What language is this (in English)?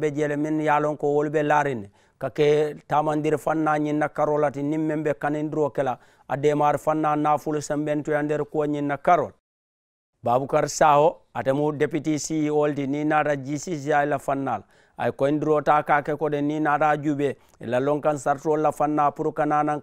Mandingo